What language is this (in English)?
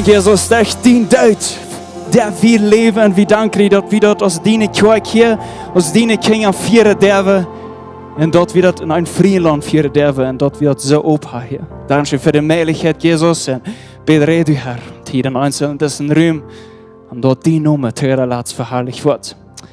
Plautdietsch